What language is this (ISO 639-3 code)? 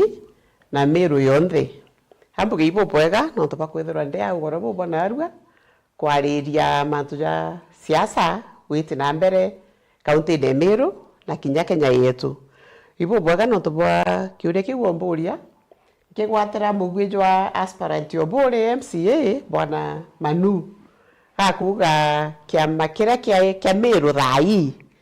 mer